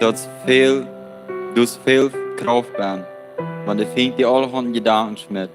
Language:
Plautdietsch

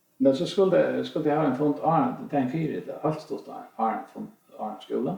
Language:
Faroese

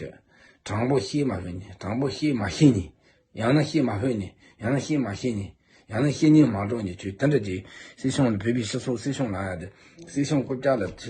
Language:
Tibetan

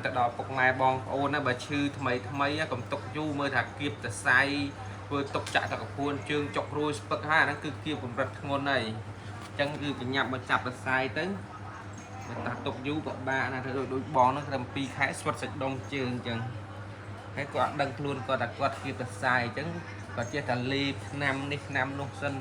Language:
Khmer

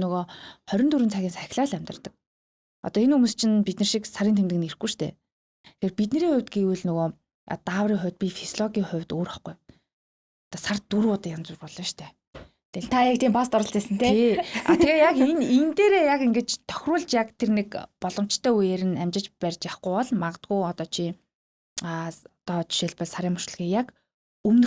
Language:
Mongolian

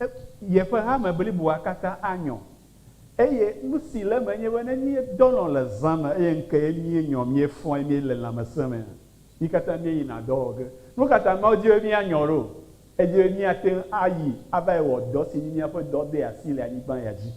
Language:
Ewe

